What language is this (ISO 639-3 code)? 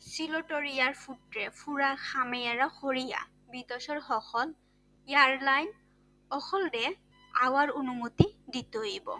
syl